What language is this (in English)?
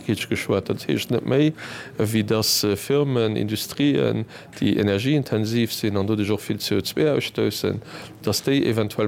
Luxembourgish